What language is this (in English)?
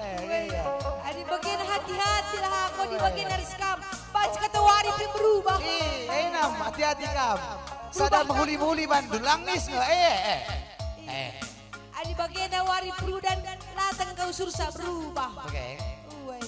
Batak Karo